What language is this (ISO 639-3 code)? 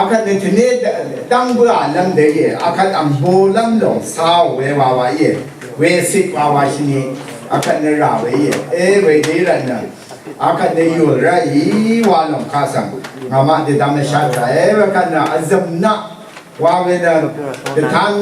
raw